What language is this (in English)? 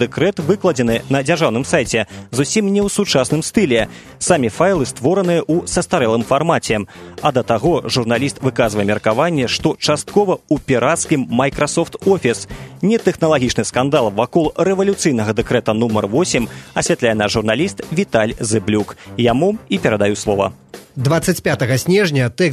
Belarusian